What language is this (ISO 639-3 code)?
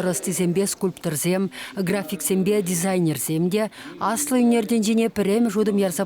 chv